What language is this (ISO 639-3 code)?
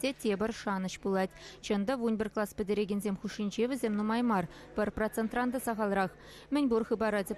chv